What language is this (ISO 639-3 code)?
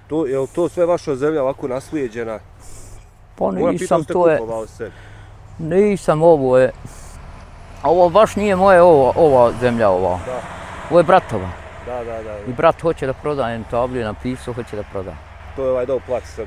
bos